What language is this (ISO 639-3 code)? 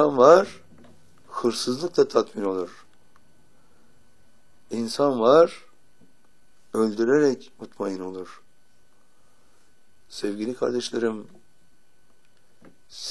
tur